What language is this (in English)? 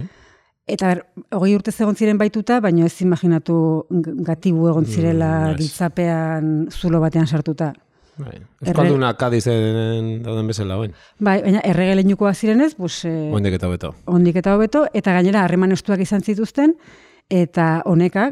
Basque